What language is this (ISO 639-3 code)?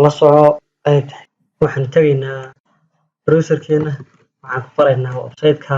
som